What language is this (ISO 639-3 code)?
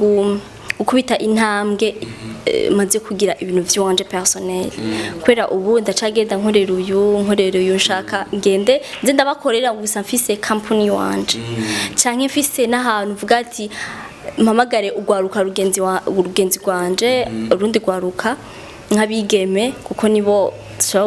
run